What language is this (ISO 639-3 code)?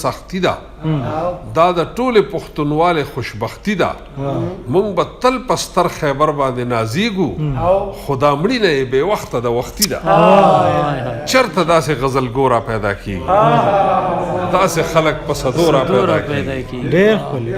pus